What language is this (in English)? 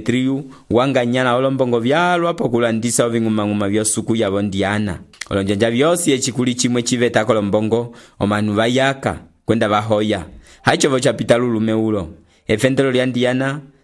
Umbundu